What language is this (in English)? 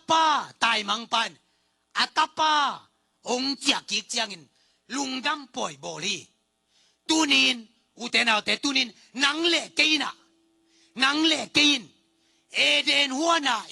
Tedim Chin